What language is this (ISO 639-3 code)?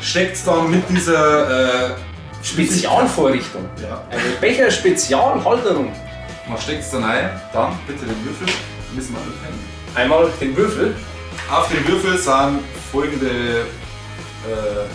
bar